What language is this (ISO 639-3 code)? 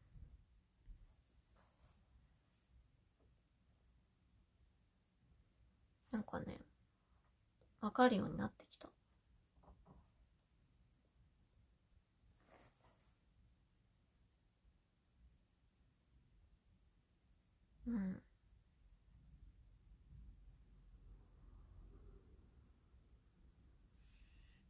jpn